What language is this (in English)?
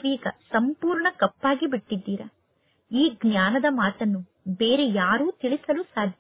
Kannada